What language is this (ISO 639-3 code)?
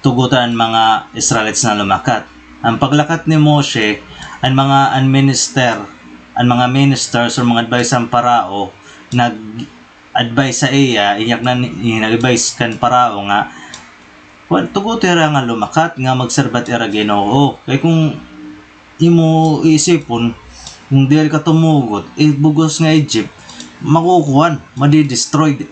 war